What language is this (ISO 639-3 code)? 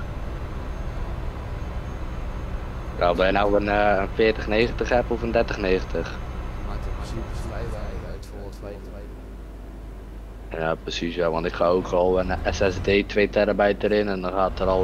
nld